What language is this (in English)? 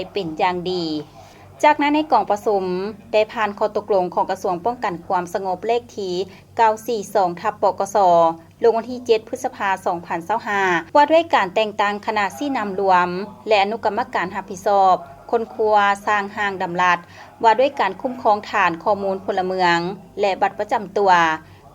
Lao